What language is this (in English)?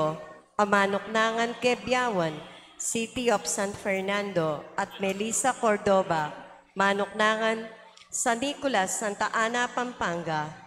Pampanga